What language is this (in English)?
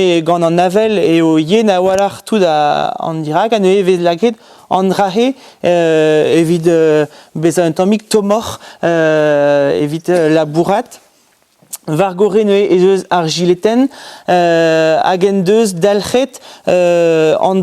Breton